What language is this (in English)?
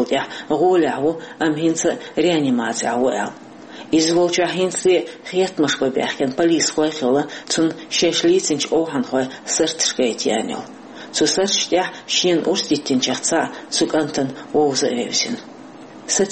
Chechen